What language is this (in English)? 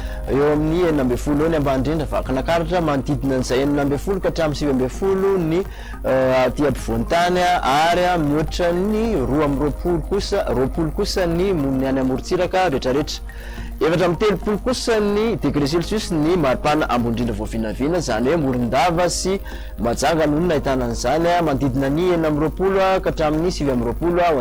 Malagasy